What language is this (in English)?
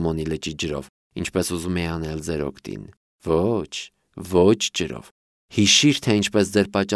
Armenian